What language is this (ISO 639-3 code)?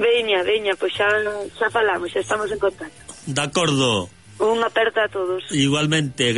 glg